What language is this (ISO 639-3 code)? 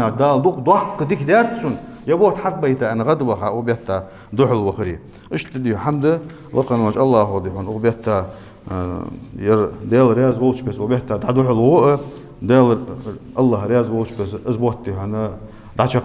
inh